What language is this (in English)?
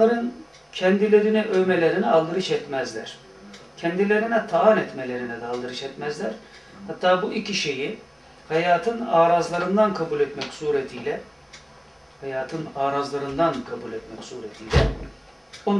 Turkish